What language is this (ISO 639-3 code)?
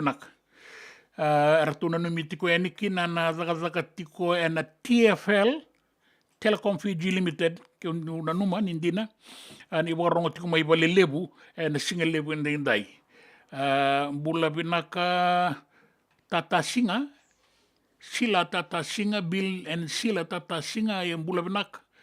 fij